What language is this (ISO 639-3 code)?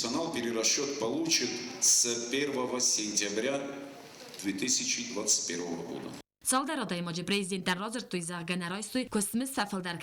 oss